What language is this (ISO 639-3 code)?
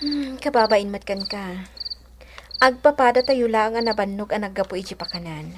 ilo